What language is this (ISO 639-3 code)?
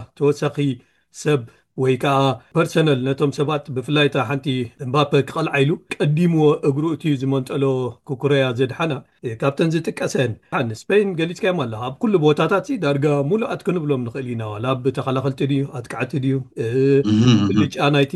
tir